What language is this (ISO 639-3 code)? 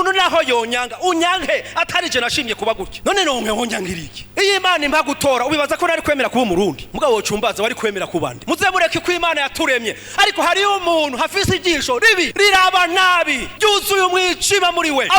run